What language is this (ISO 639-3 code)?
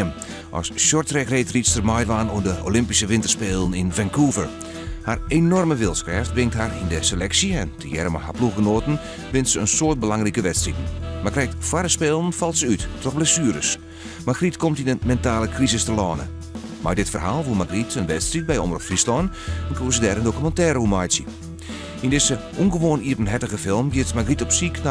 fry